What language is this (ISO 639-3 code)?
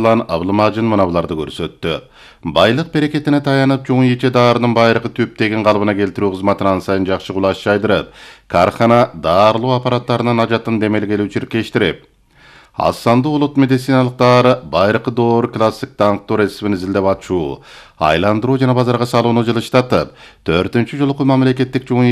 kir